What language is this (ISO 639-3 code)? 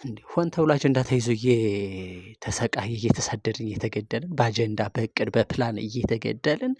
amh